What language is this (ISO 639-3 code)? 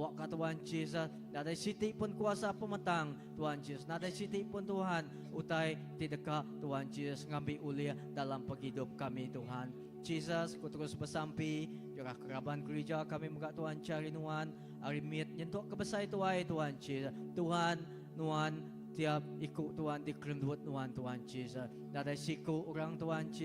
iba